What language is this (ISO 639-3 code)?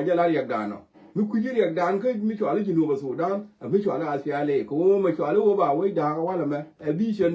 nus